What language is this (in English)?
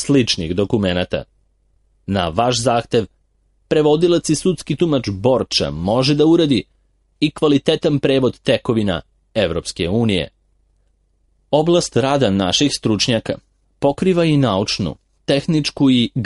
Serbian